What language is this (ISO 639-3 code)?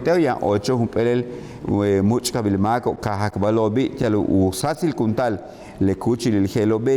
yua